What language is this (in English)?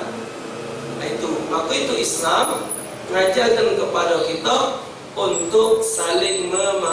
Musi